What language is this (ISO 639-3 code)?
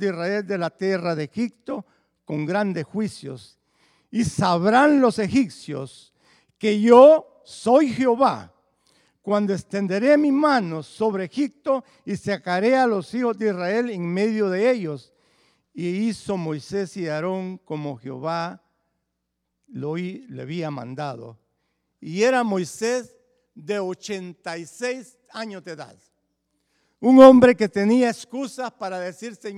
spa